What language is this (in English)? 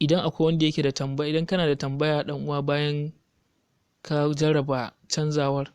Hausa